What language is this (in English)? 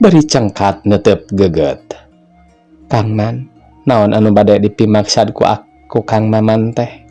Sundanese